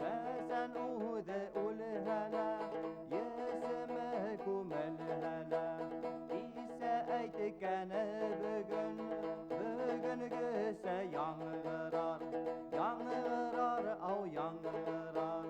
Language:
Bashkir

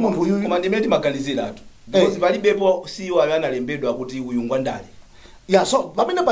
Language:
Nyanja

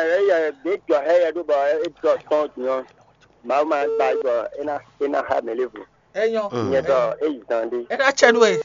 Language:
Fon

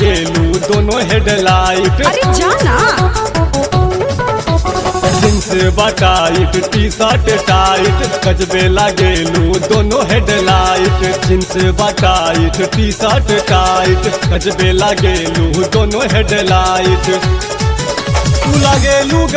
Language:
Bhojpuri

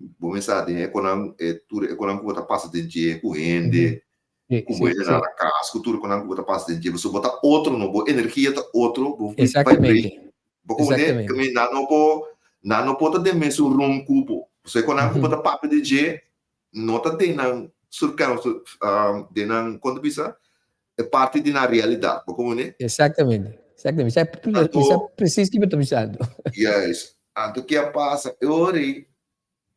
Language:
Papiamento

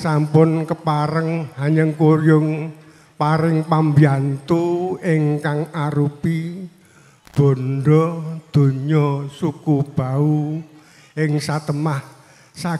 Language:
Javanese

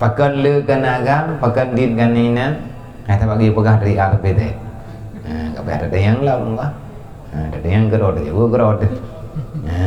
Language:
Achinese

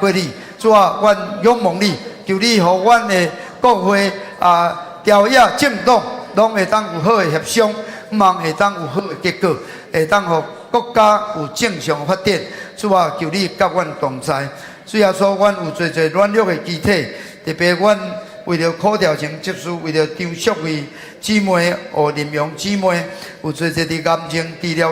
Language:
Min Nan Chinese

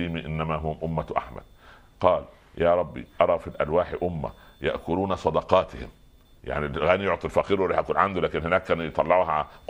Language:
Arabic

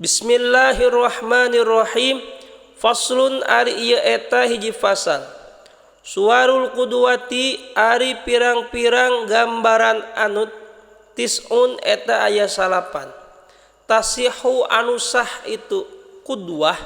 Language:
Sundanese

